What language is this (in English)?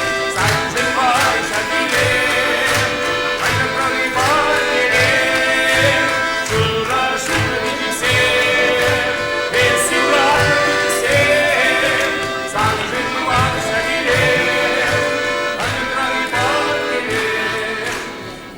Chuvash